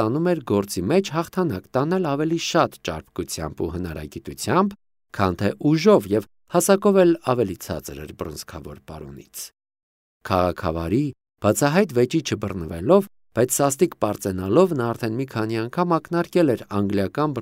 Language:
Armenian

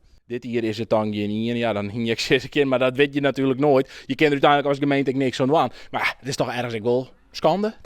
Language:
Western Frisian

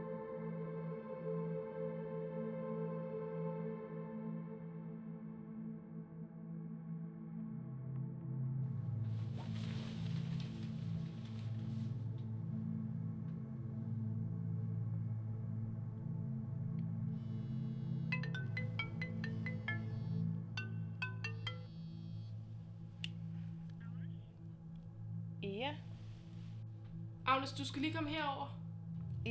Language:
Danish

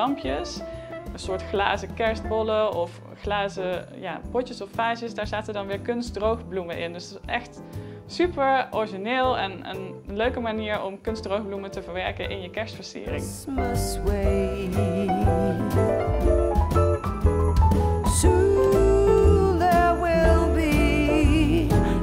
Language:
Dutch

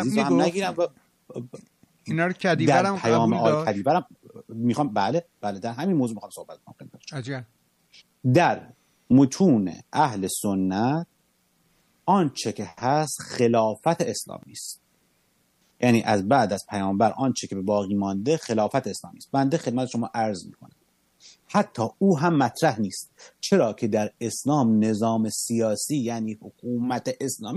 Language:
Persian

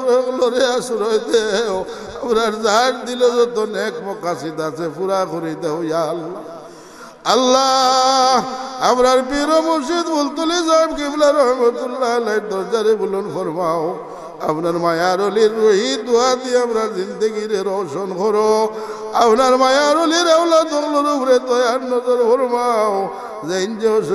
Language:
Sylheti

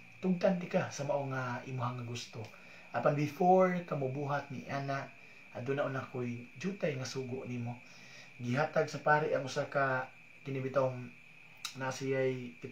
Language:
Cebuano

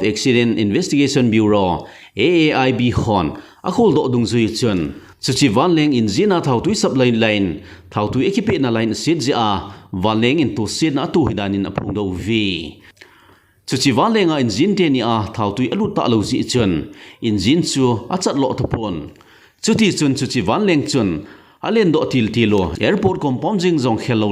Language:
Thado Chin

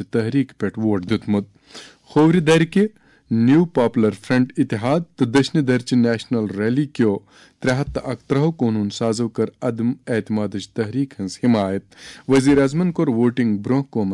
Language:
Kashmiri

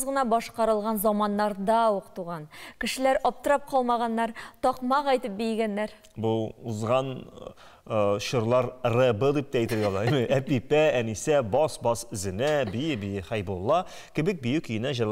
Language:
Tatar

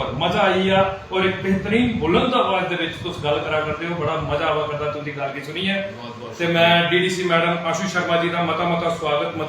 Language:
Dogri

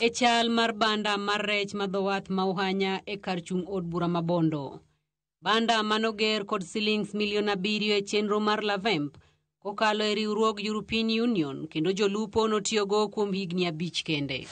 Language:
Luo (Kenya and Tanzania)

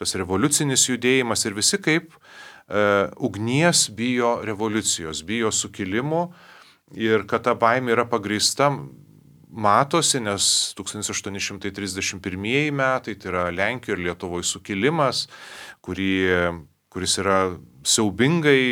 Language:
Lithuanian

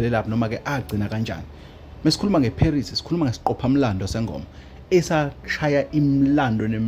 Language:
Zulu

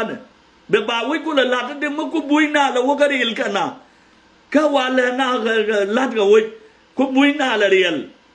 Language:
Nuer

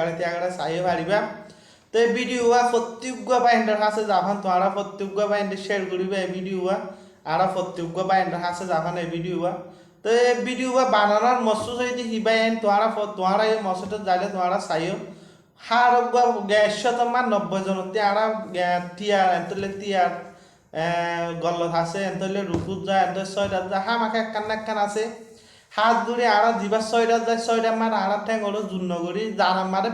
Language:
Rohingya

